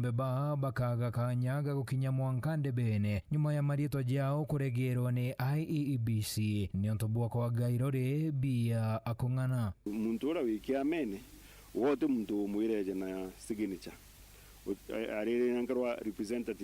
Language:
Meru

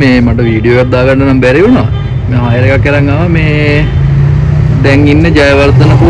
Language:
Sinhala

